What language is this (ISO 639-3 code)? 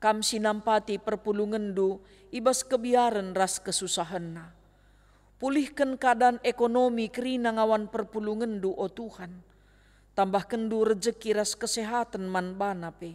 btx